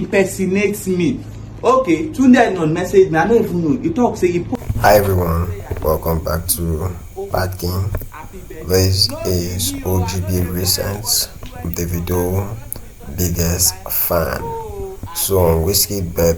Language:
Nigerian Pidgin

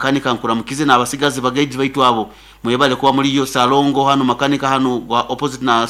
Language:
Nyoro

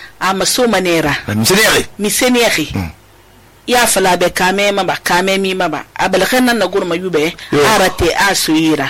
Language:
Susu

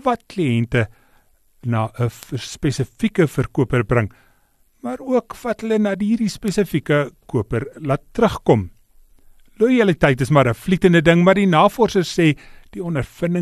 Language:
Afrikaans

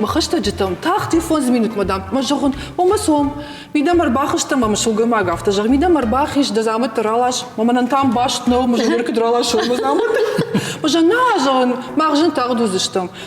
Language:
Ossetic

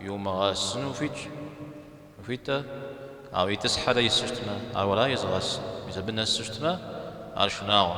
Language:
Kabardian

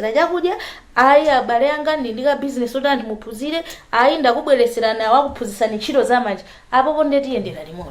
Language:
Nyanja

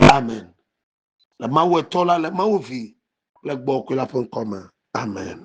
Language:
Ewe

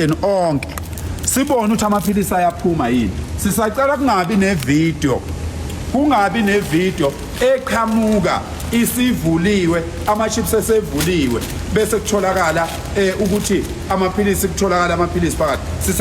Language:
Zulu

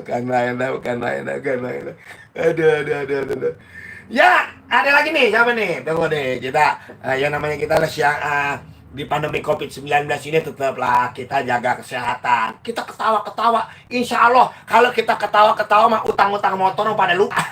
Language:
Betawi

